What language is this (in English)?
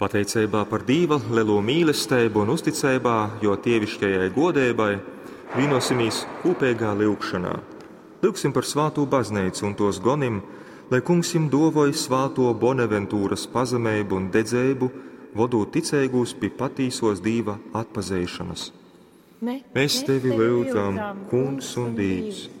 Latgalian